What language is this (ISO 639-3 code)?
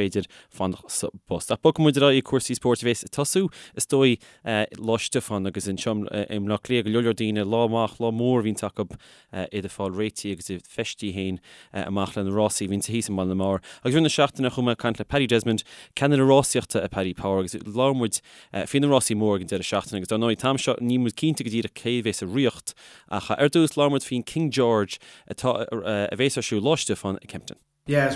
gle